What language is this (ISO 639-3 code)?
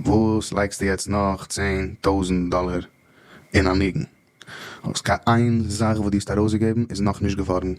yid